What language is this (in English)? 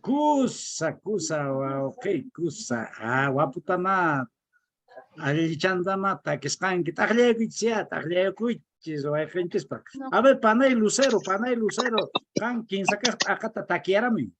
Quechua